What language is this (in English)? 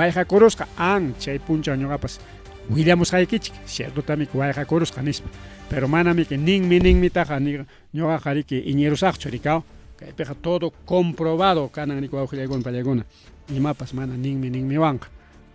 Ayacucho Quechua